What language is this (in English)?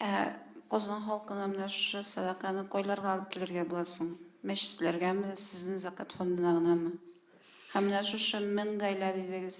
Tatar